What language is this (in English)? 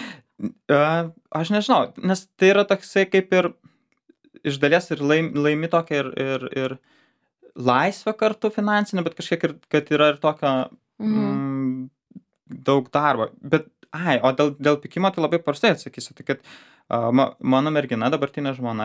Lithuanian